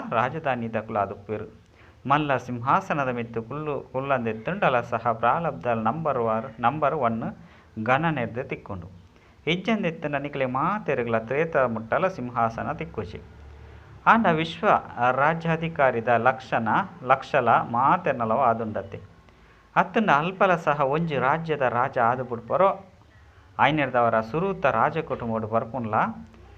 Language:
Tulu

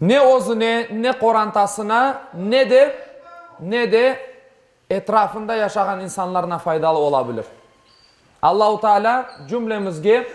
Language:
Crimean Tatar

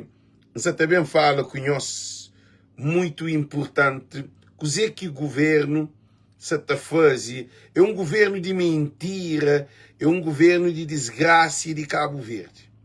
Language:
Kabuverdianu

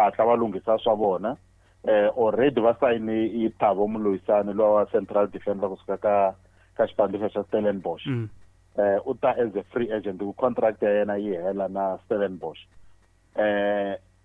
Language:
Tsonga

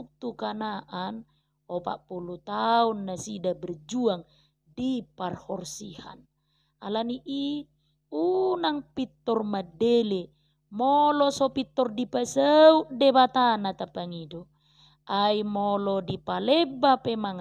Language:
Batak Toba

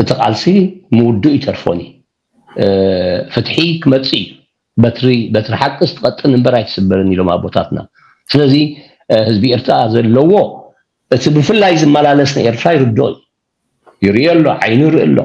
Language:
Tigrinya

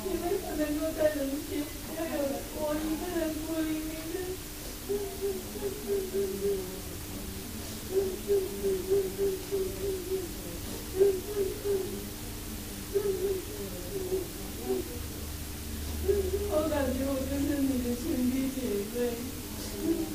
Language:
Chinese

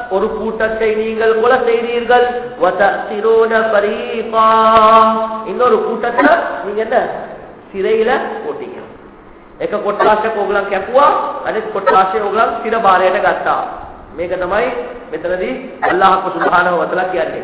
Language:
Tamil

